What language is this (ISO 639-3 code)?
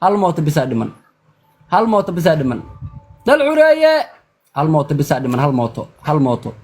som